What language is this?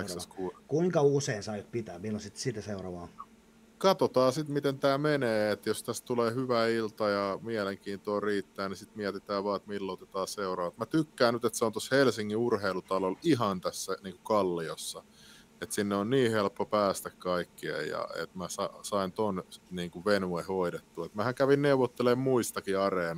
Finnish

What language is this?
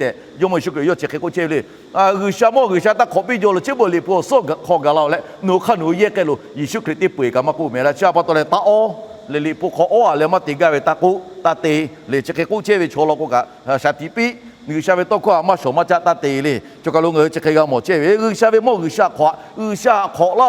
Lahu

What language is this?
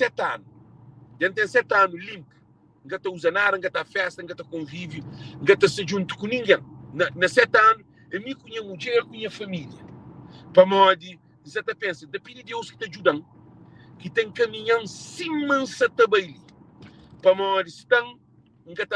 Kabuverdianu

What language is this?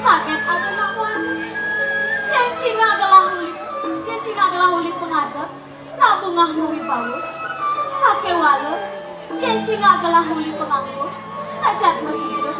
Balinese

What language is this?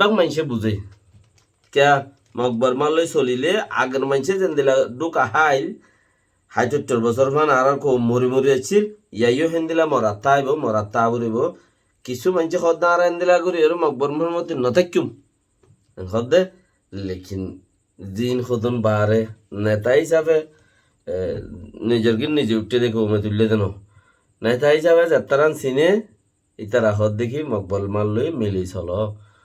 Rohingya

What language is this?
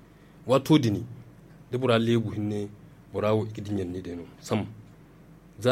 Zarma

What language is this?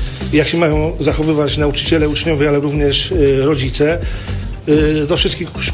Polish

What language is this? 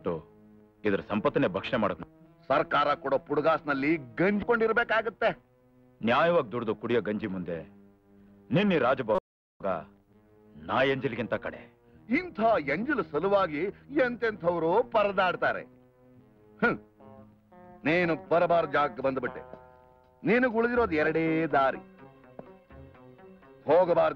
Kannada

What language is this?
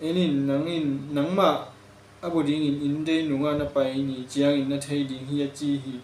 Tedim Chin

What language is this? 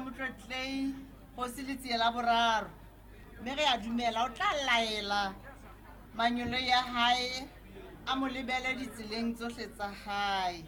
Southern Sotho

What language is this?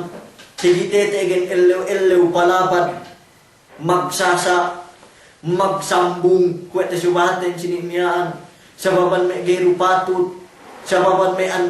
Yakan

